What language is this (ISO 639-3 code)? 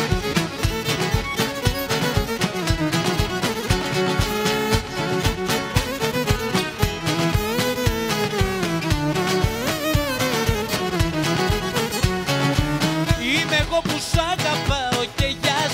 ell